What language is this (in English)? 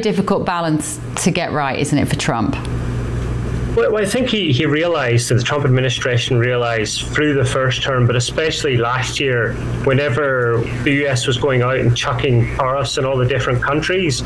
English